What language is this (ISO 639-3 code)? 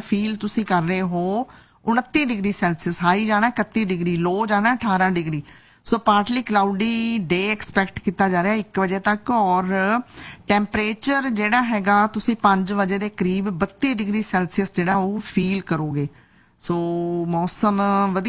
pan